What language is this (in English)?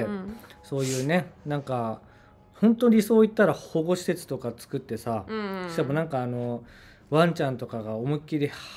Japanese